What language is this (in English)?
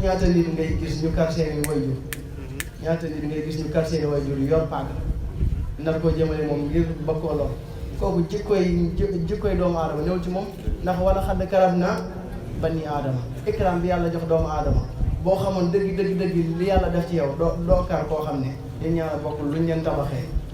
Wolof